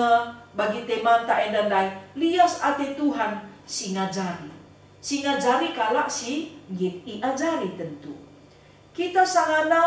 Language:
Batak Karo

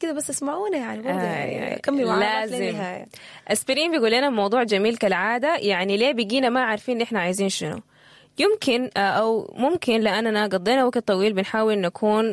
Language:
Sudanese Arabic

